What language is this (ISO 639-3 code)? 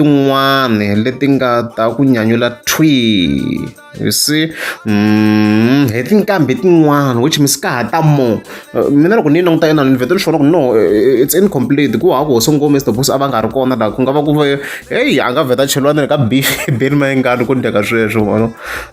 tso